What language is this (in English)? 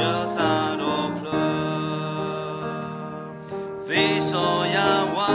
S'gaw Karen